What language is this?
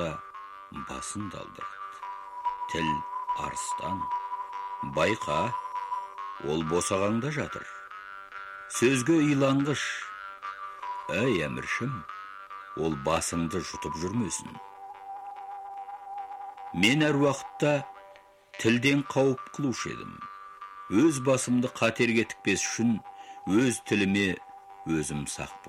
Kazakh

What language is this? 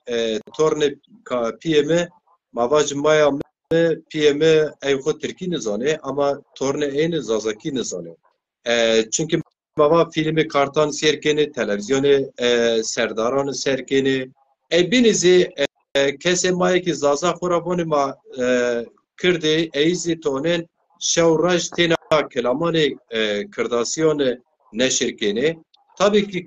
Zaza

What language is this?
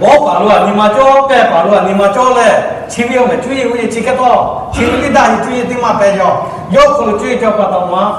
Lahu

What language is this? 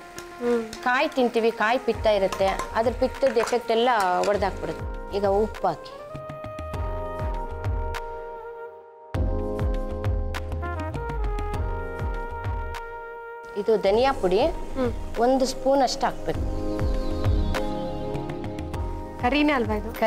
Kannada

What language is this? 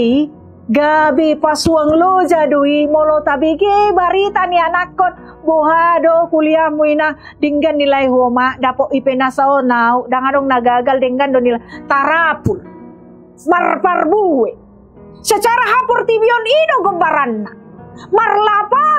Batak Toba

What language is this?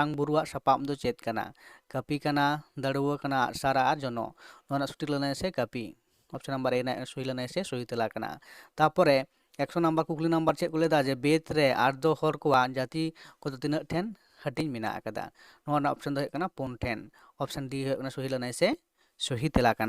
Santali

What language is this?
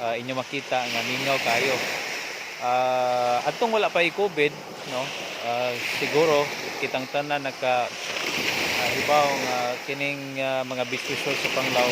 Cebuano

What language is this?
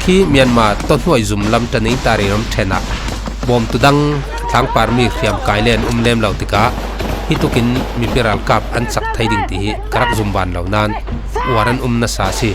Falam Chin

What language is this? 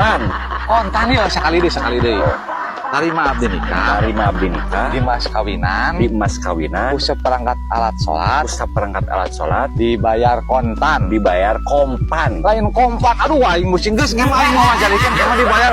Sundanese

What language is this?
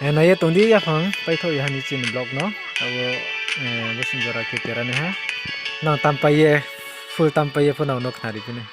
Riang (India)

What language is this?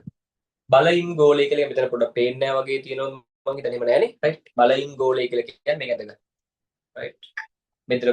Sinhala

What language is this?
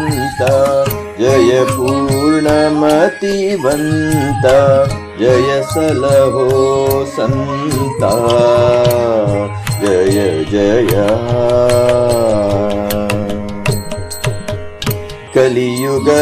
Kannada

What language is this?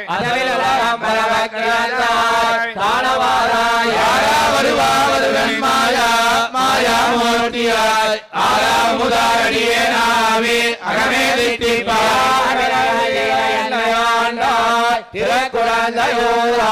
Tamil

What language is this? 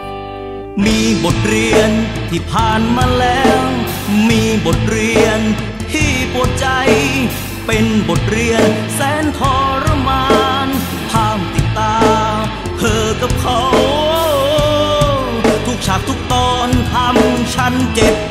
Thai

